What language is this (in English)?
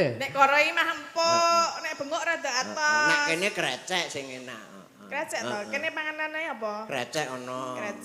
Javanese